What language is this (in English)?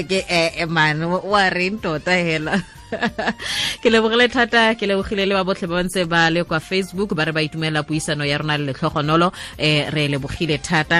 Tswana